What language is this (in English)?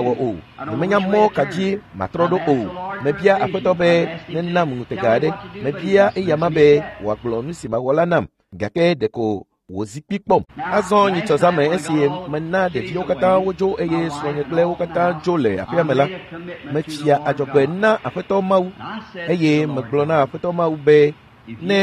Ewe